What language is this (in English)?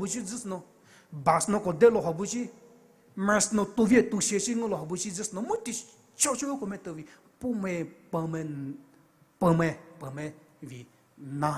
Poumei Naga